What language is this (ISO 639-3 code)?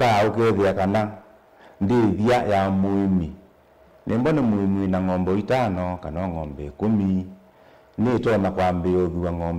kam